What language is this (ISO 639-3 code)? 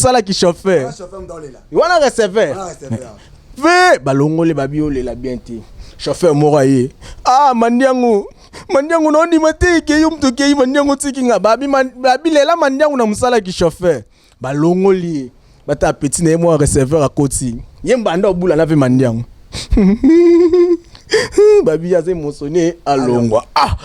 lin